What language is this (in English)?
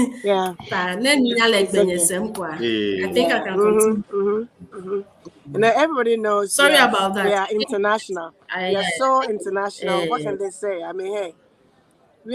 Ewe